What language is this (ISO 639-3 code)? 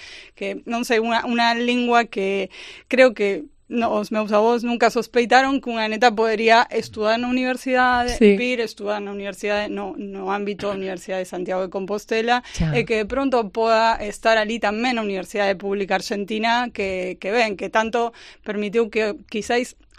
glg